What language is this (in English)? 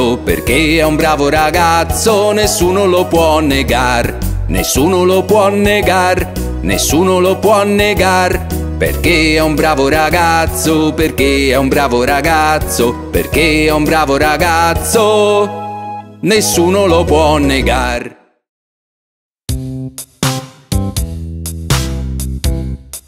Italian